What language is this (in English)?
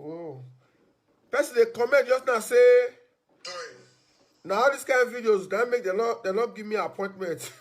Nigerian Pidgin